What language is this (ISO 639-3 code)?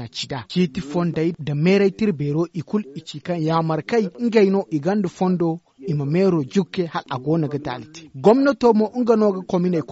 dje